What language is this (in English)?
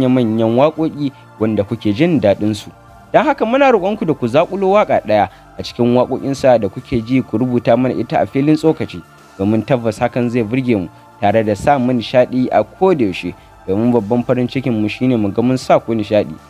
Hausa